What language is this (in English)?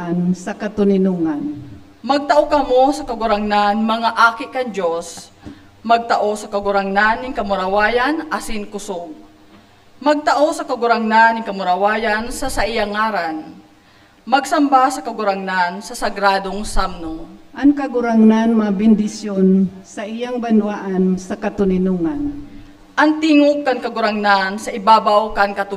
Bikol